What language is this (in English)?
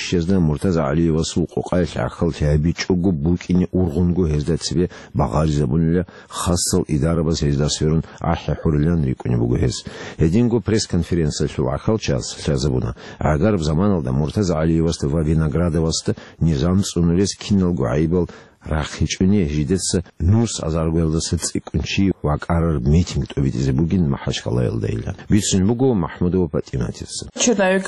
Avaric